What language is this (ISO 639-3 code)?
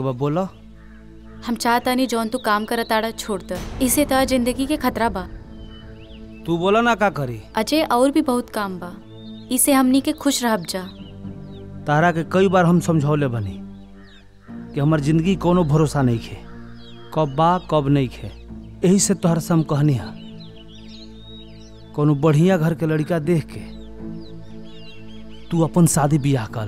bho